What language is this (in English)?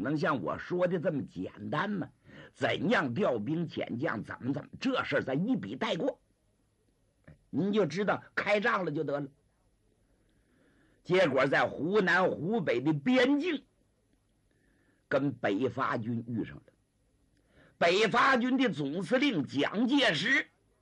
Chinese